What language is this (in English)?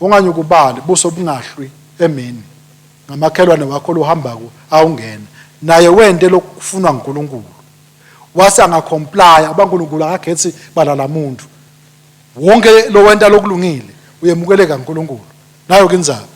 Swati